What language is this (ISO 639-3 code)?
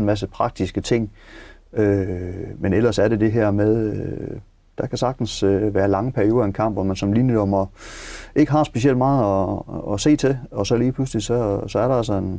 dan